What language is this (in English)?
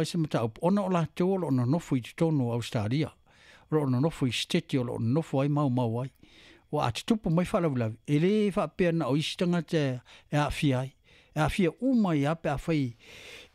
Samoan